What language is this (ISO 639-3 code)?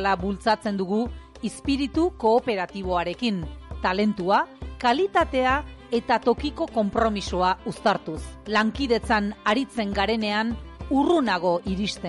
eus